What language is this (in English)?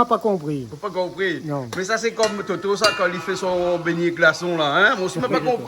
Réunion Creole French